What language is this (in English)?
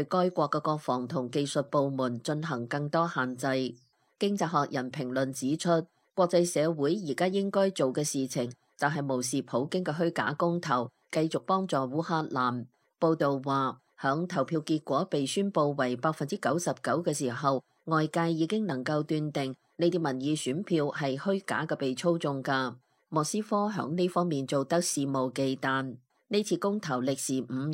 Cantonese